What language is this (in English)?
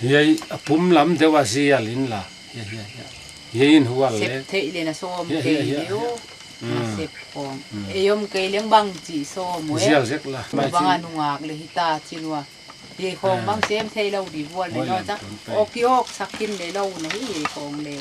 Tedim Chin